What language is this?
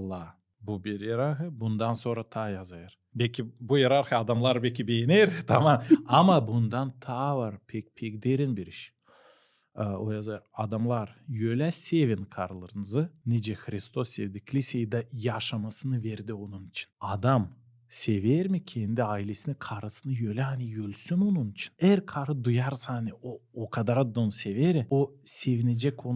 Gagauz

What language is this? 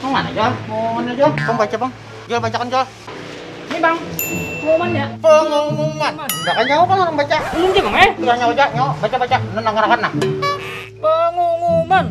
Banjar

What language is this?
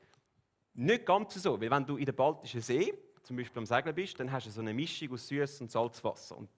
Swiss German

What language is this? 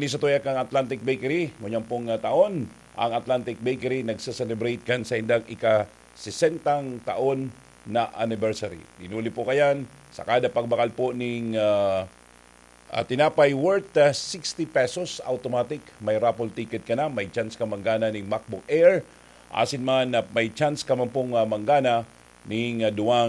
Bikol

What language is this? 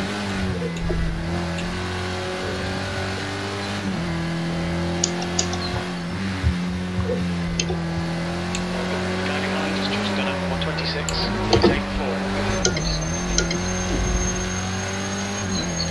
Dutch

